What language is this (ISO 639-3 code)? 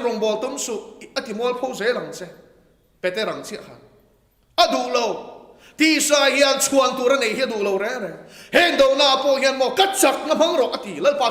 lus